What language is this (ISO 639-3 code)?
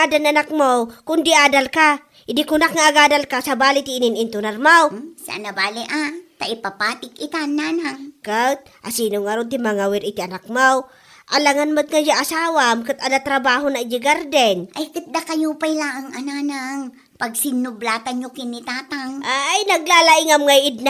ilo